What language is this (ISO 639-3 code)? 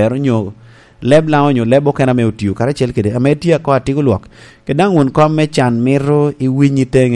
laj